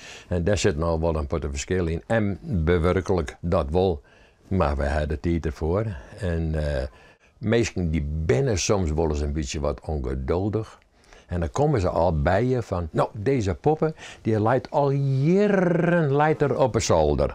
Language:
Western Frisian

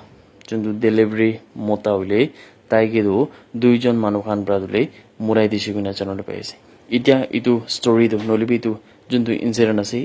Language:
Naga Pidgin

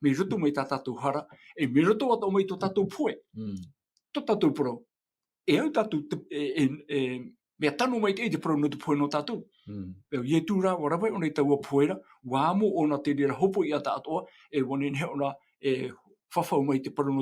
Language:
Tahitian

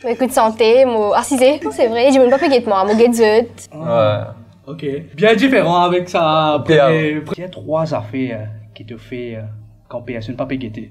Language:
Morisyen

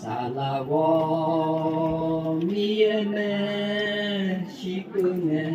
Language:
Akha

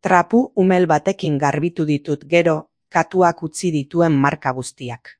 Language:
Basque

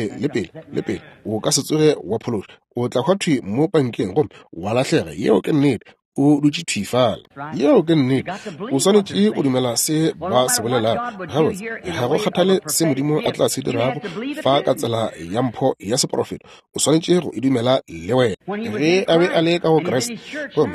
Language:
Northern Sotho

